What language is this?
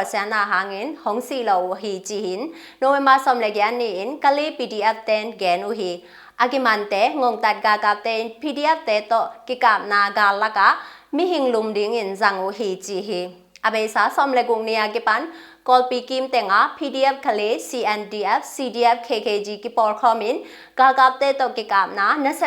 Tedim Chin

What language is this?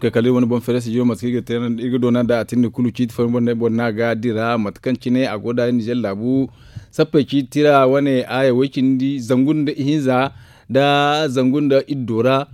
Zarma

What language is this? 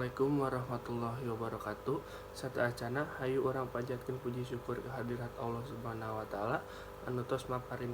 Sundanese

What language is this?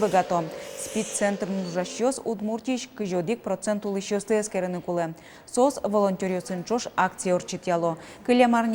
Udmurt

